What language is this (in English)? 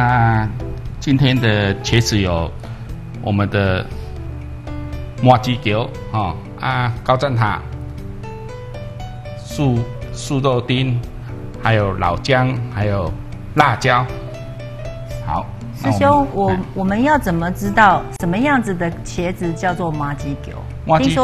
Chinese